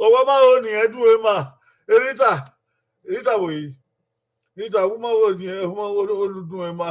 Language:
Bini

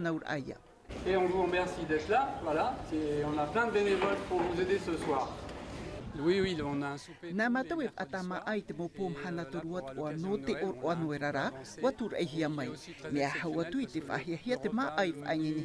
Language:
Tahitian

